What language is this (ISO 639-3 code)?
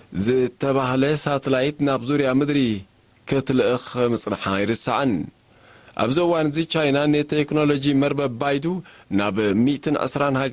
tir